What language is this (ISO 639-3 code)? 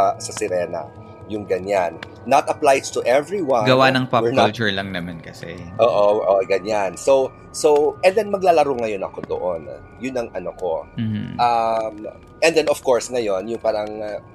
fil